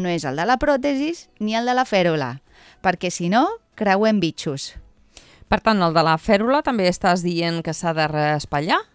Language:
Catalan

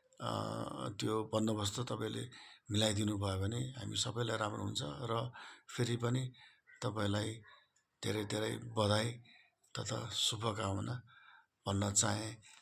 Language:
Nepali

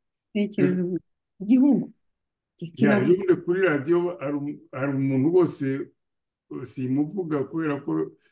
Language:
Kinyarwanda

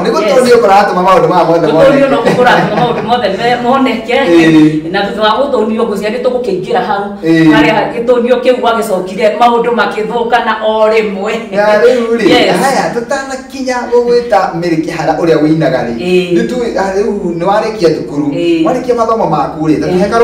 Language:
Kikuyu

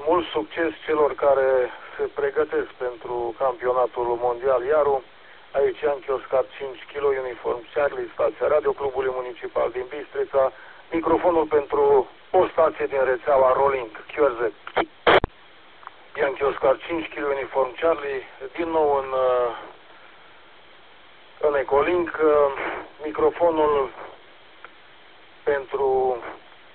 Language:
Romanian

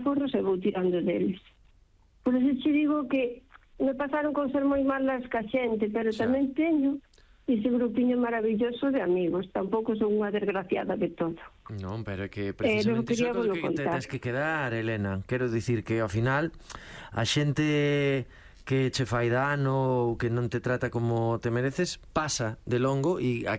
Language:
Galician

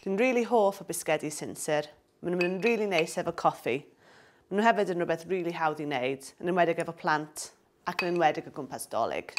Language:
Welsh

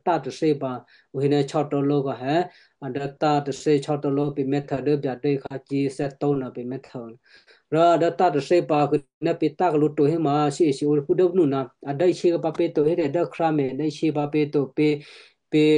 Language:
Western Kayah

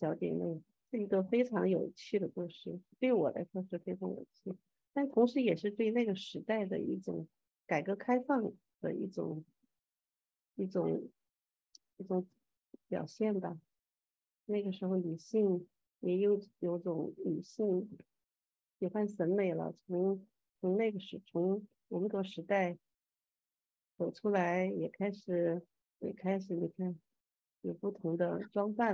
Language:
Chinese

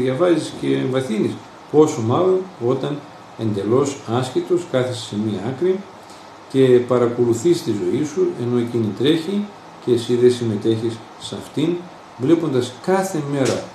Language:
Greek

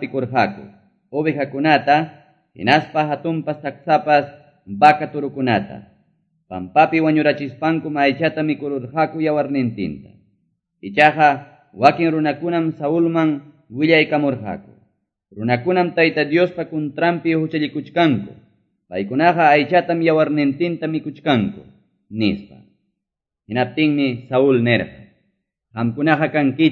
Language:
Quechua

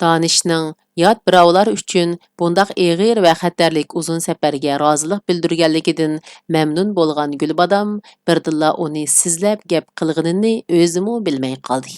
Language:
Uyghur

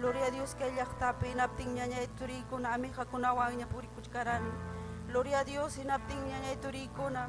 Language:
Ayacucho Quechua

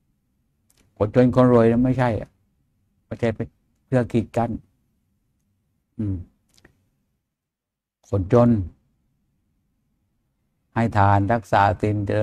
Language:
Thai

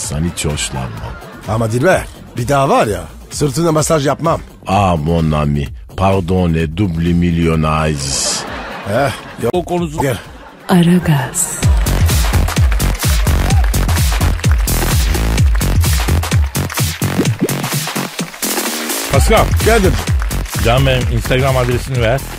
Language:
Turkish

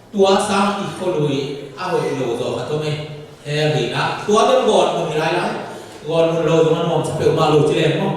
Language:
Tedim Chin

